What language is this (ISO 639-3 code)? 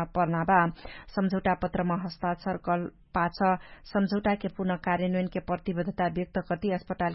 thl